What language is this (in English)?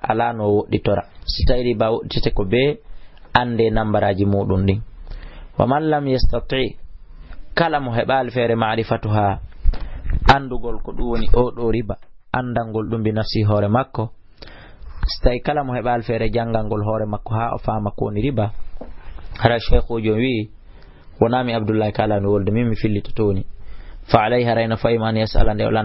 Fula